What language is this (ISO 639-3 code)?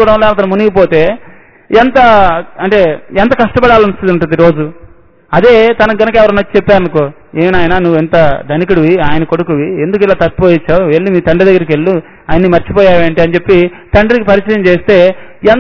tel